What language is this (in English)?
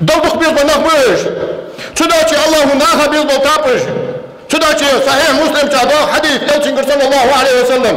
Ingush